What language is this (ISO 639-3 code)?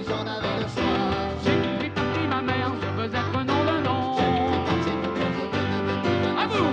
bre